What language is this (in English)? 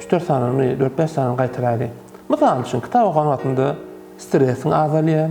Turkmen